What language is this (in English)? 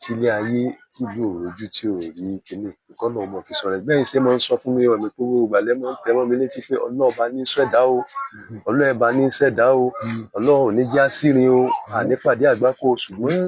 Yoruba